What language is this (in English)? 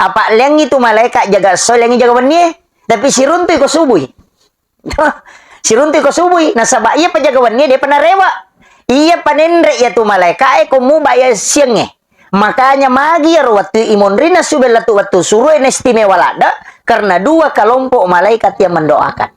Buginese